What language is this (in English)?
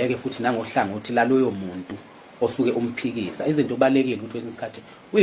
Zulu